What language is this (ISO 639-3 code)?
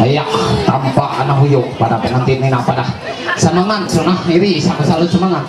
mhy